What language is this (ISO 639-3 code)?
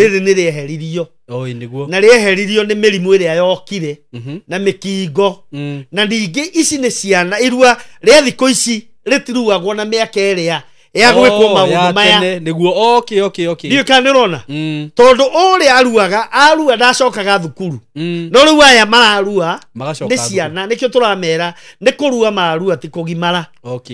kik